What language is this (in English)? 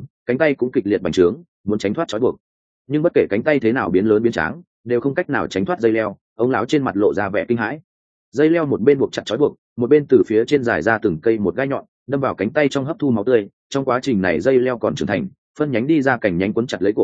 Vietnamese